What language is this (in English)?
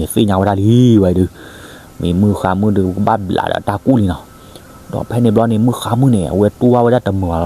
S'gaw Karen